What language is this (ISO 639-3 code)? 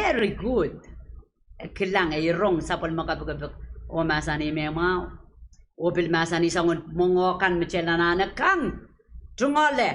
pon